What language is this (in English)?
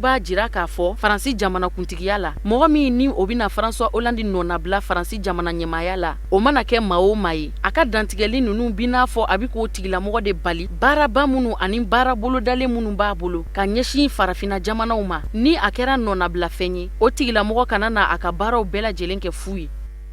Bambara